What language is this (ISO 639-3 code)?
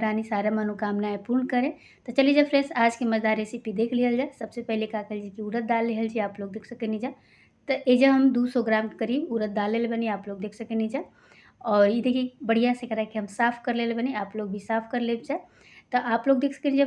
bho